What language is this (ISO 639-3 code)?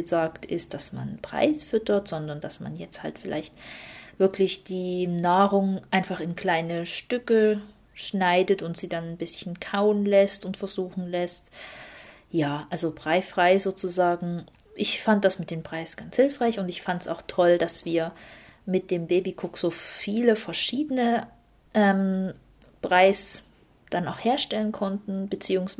deu